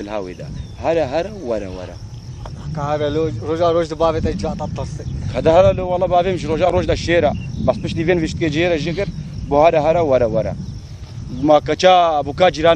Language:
Kurdish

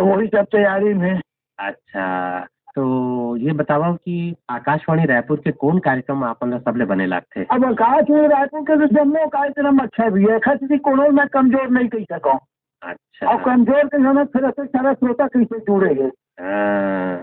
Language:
Chhattisgarhi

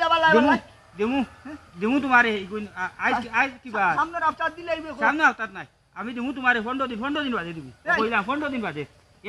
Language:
Sylheti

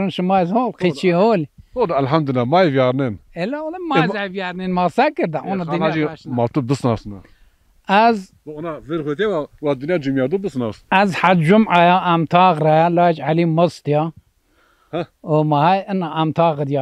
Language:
Zaza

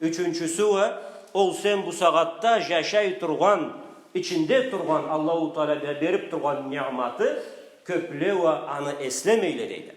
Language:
Karachay-Balkar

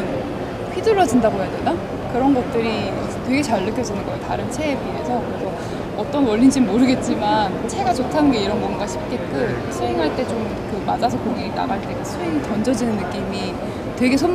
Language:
Korean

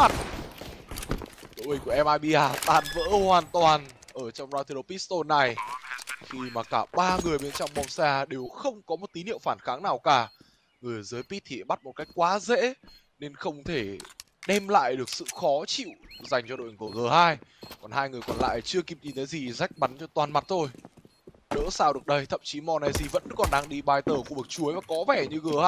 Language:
Vietnamese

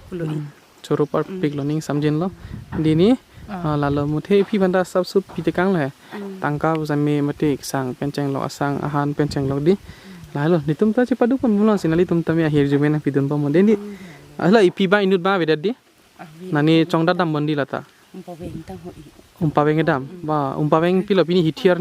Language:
Karbi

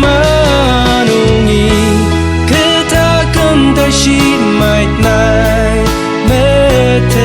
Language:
Ao Naga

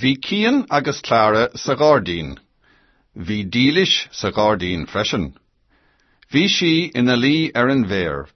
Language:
Irish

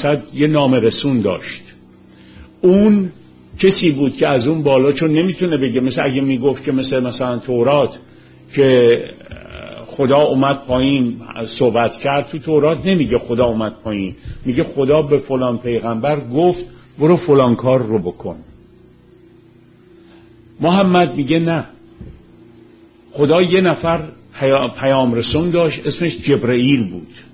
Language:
Persian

